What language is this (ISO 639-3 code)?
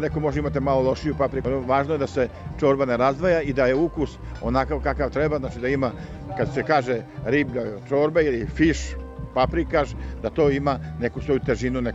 srp